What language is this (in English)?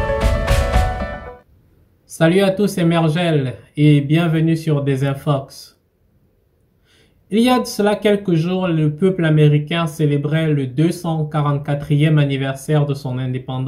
French